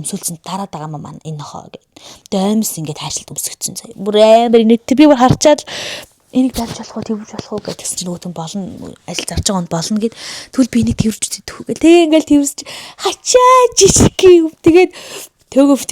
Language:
Mongolian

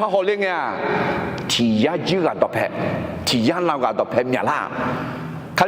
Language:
Akha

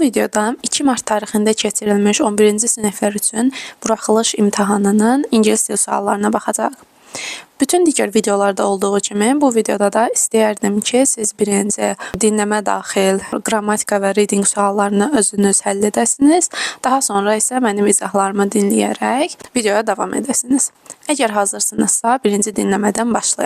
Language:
Azerbaijani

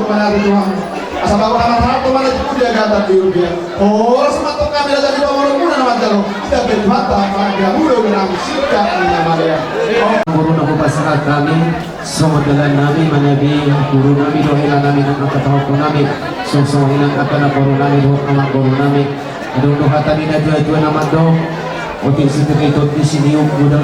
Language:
Batak Toba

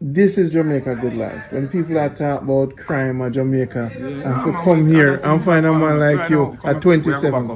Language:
Jamaican Creole English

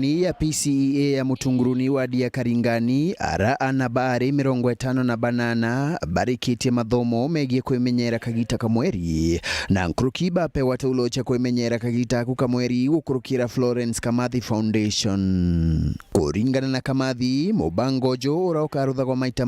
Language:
Meru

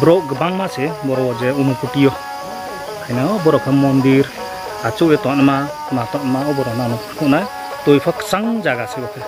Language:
Riang (India)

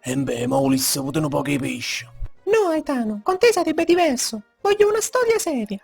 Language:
Neapolitan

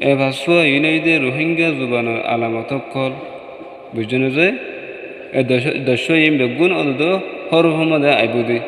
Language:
Rohingya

